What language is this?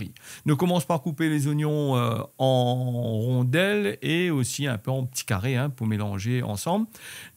Réunion Creole French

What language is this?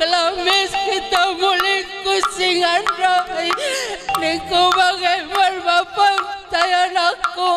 Batak Karo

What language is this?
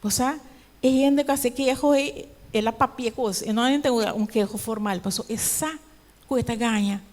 Papiamento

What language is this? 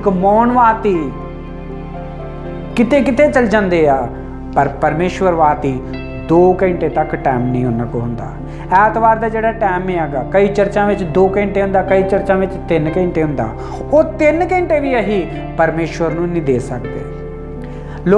Punjabi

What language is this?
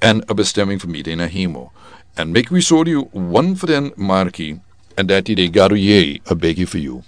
Sranan Tongo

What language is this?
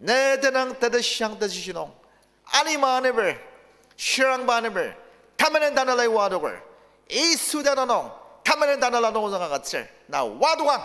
Ao Naga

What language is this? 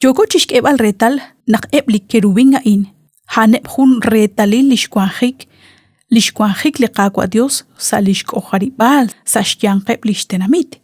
Kekchí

